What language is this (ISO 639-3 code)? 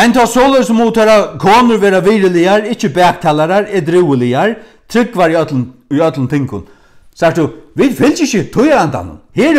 fao